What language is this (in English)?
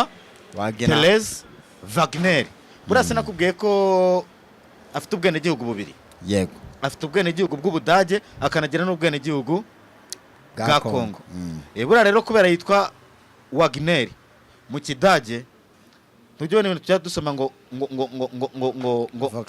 Kinyarwanda